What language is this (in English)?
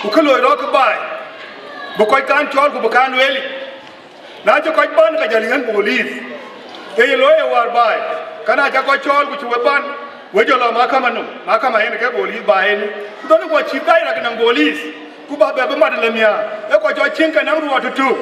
Dinka